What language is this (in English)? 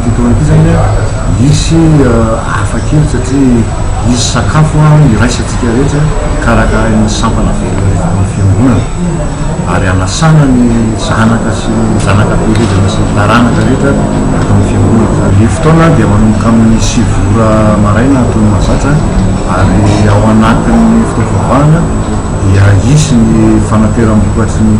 Malagasy